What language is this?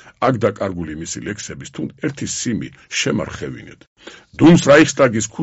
Georgian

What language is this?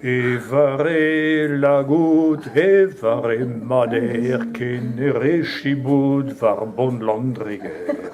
Breton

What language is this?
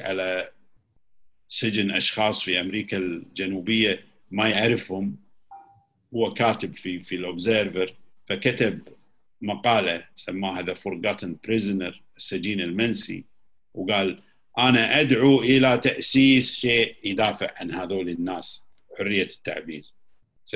Gulf Arabic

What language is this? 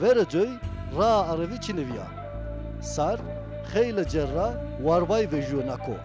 Zaza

